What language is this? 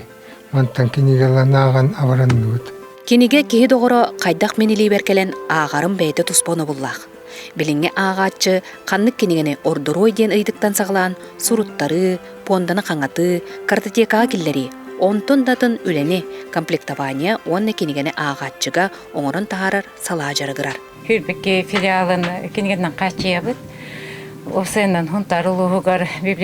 Yakut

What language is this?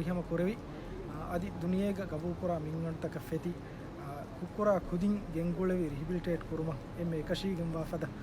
Divehi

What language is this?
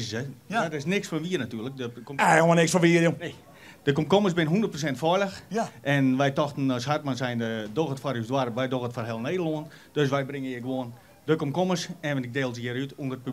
Western Frisian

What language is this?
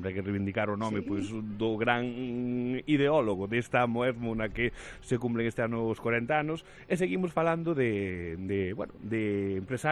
Galician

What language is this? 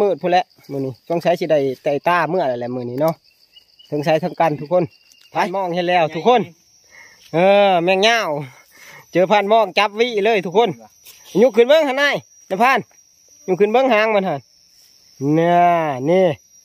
Northeastern Thai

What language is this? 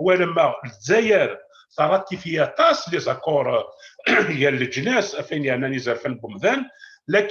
Kabyle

